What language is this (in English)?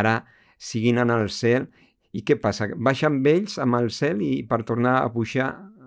Catalan